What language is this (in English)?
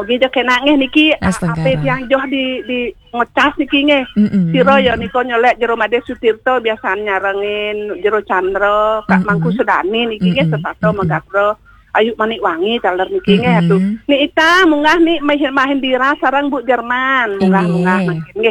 Balinese